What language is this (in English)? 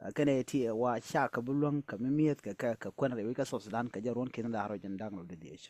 Nuer